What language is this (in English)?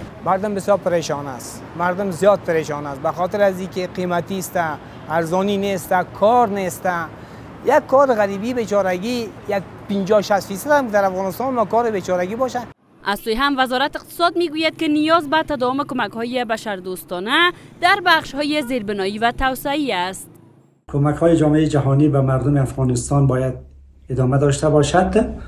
Persian